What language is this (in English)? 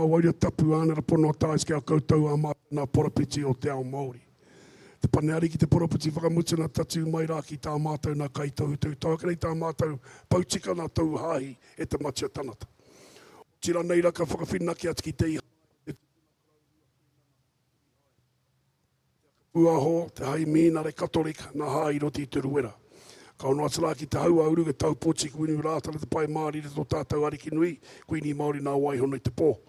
Māori